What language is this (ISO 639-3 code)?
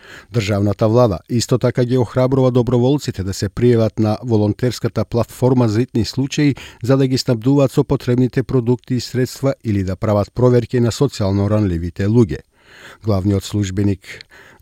mkd